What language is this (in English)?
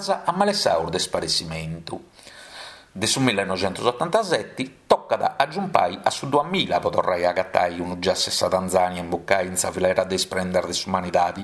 Sardinian